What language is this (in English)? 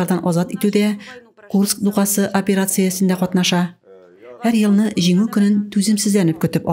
Tatar